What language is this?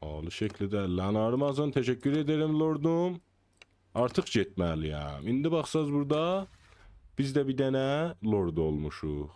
South Azerbaijani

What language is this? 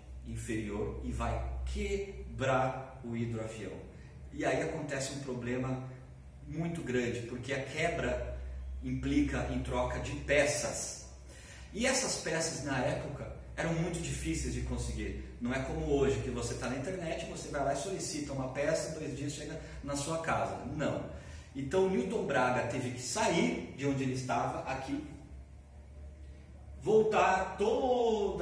Portuguese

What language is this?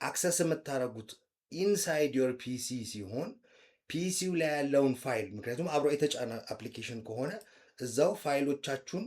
Amharic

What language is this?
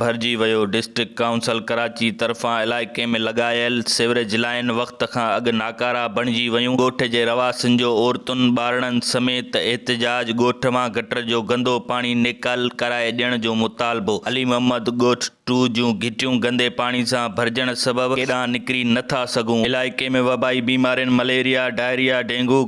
Sindhi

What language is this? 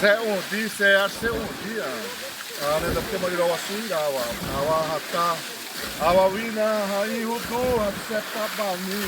Xavánte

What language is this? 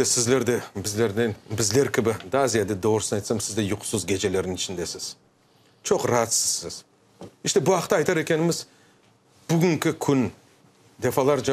Crimean Tatar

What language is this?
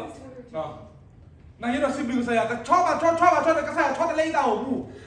S'gaw Karen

